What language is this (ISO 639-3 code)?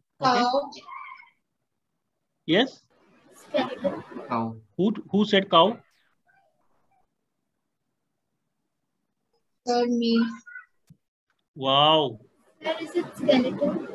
eng